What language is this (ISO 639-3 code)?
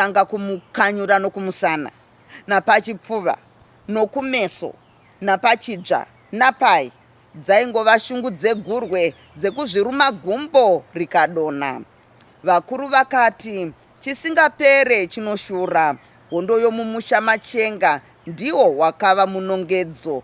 sna